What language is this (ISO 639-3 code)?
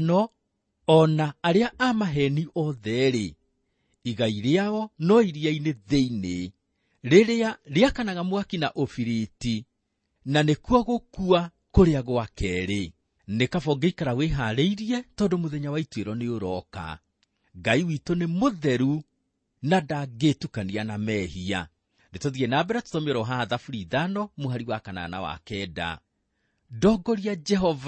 kik